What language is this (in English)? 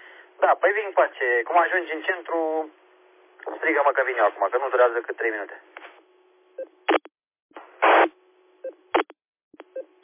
Romanian